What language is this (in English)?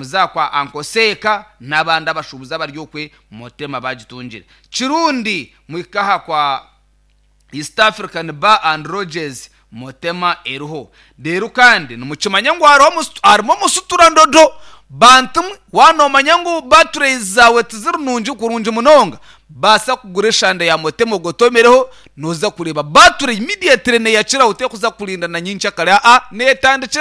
Nyankole